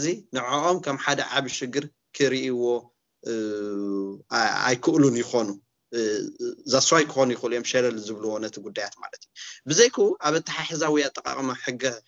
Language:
Tigrinya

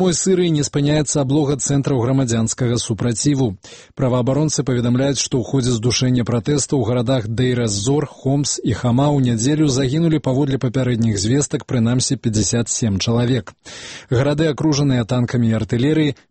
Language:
Belarusian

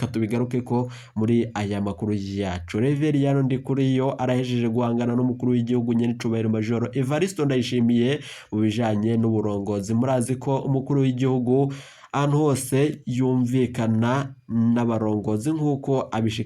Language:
Rundi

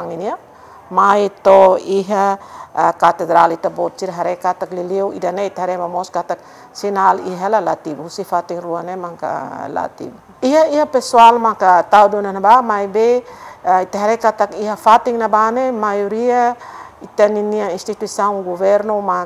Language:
Tetum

